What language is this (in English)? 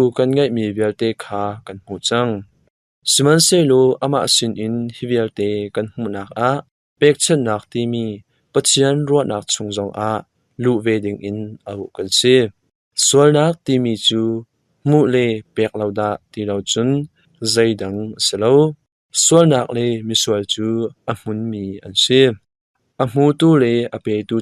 Hakha Chin